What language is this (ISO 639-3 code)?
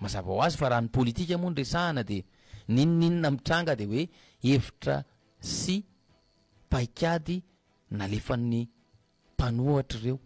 mlg